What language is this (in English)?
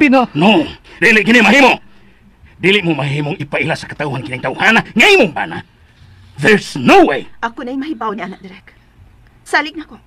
Cebuano